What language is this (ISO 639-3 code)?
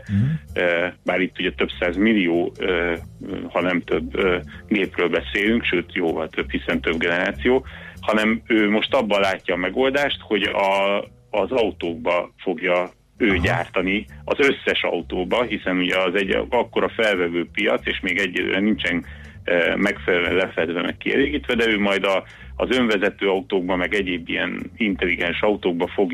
hun